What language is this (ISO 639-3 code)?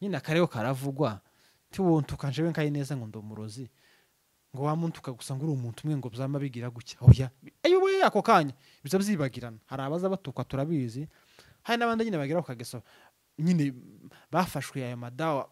run